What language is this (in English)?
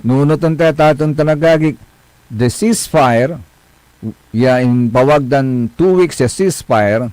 Pangasinan